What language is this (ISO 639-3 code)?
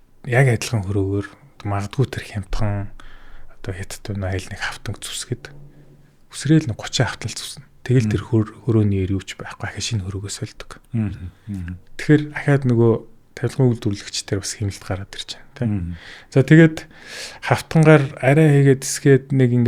mon